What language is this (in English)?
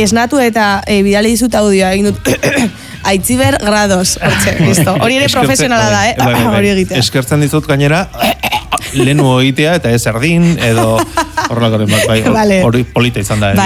Basque